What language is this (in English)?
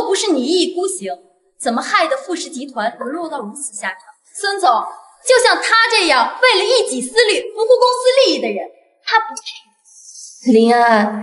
Chinese